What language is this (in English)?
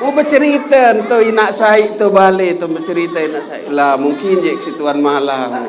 Sasak